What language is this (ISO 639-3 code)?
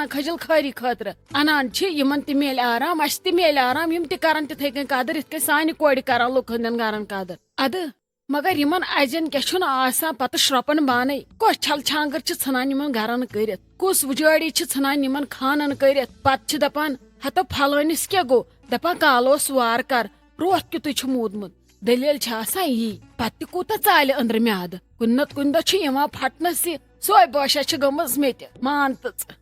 kas